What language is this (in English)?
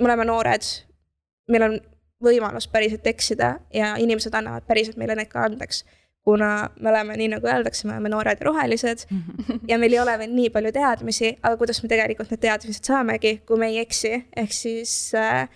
Estonian